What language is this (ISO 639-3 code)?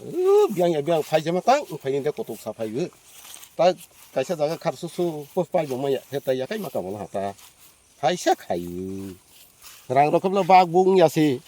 trp